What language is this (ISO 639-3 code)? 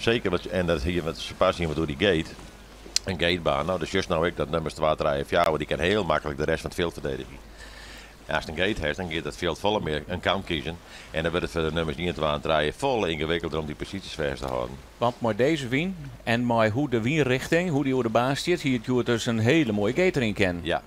fry